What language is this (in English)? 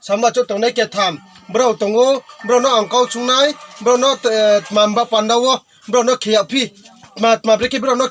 Riang (India)